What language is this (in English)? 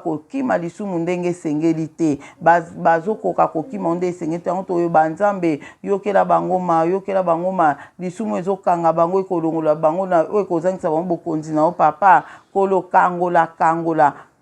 Lingala